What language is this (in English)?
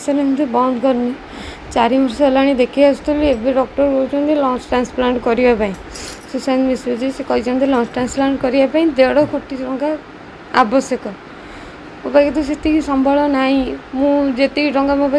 Odia